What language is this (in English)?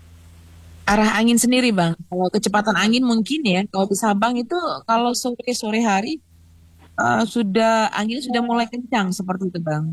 Indonesian